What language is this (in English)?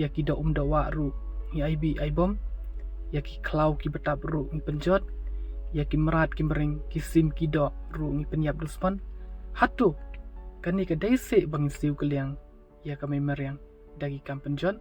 Khasi